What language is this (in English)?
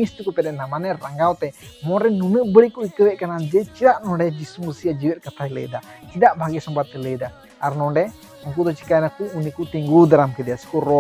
Santali